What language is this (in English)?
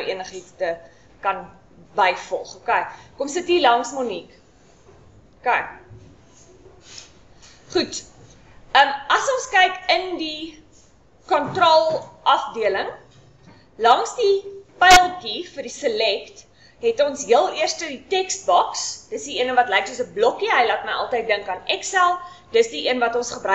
Afrikaans